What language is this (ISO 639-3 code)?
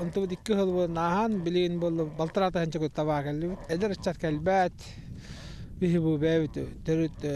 sah